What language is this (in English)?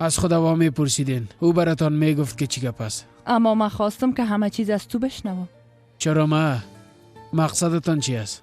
Persian